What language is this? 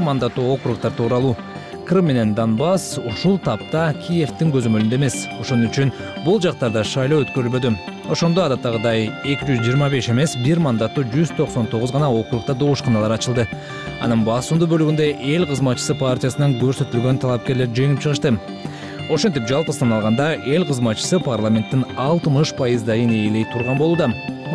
Kyrgyz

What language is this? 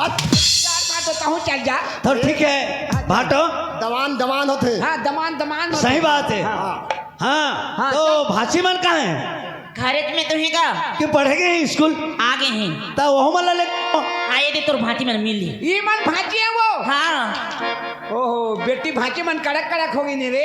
Chhattisgarhi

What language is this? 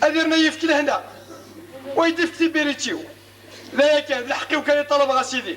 Kabyle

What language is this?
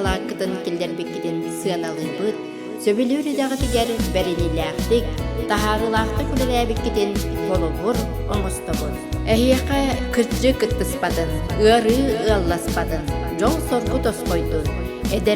Yakut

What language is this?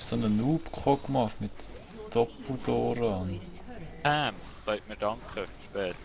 Swiss German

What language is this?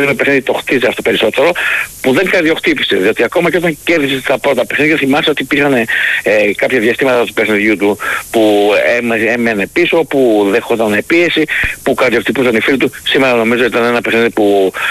Greek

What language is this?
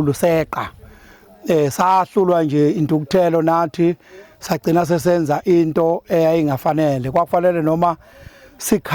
Zulu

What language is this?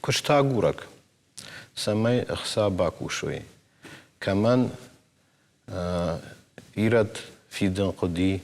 Ossetic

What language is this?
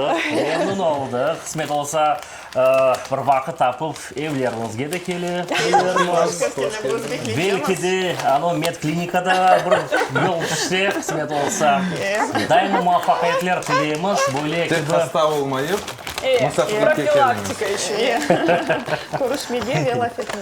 Crimean Tatar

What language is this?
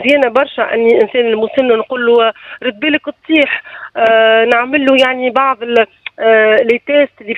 Tunisian Arabic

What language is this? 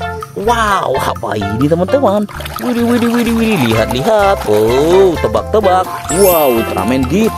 Indonesian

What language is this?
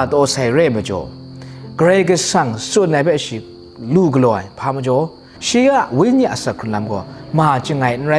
Kachin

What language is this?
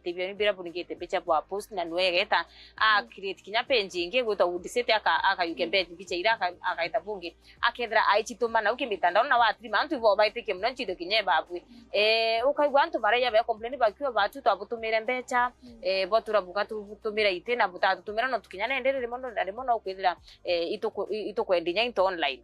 Meru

